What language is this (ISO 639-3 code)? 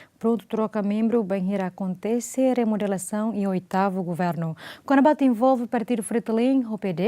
tet